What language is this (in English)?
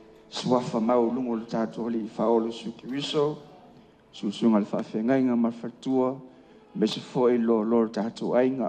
Samoan